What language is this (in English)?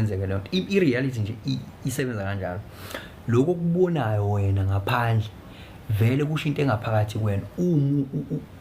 Zulu